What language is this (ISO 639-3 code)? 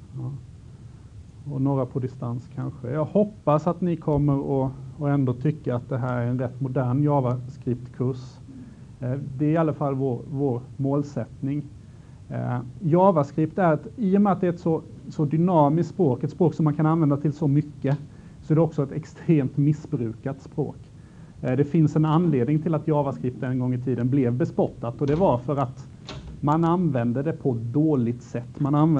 swe